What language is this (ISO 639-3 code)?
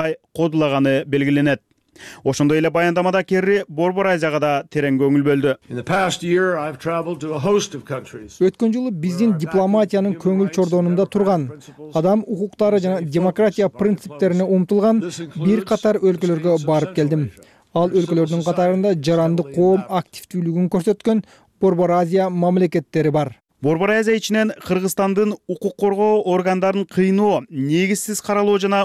kir